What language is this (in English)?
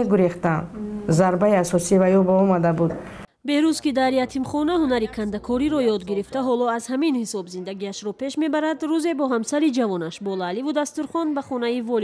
Tajik